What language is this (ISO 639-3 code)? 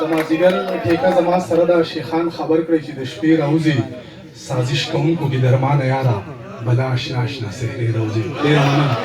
pus